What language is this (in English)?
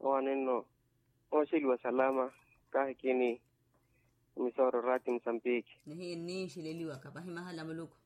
Makhuwa